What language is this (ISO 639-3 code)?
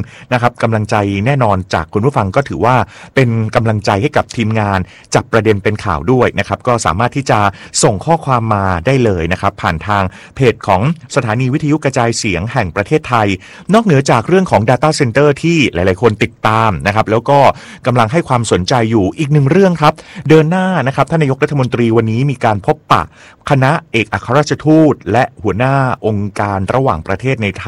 tha